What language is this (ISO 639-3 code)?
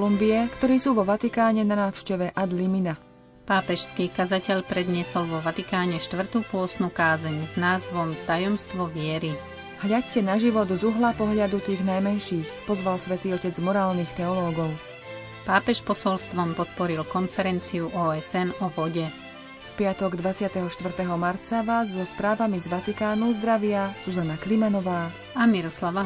slk